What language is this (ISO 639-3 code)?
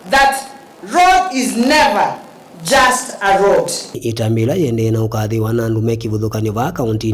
kam